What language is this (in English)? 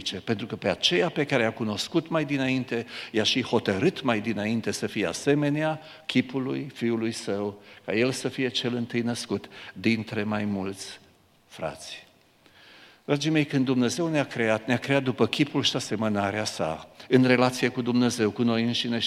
Romanian